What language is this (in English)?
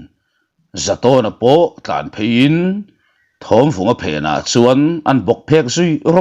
Mizo